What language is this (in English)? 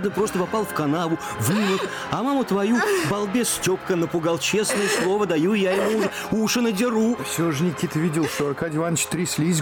Russian